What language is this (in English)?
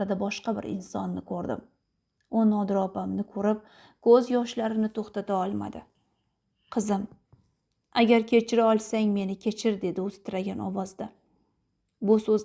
Uzbek